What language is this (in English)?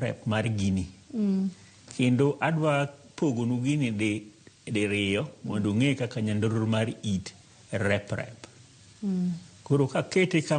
Luo (Kenya and Tanzania)